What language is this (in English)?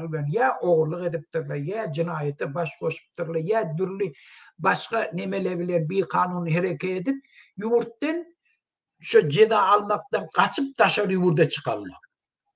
Turkmen